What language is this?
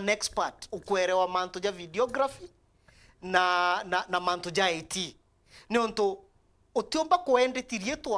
Meru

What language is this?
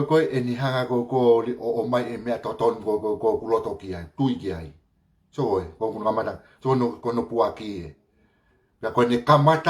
Tongan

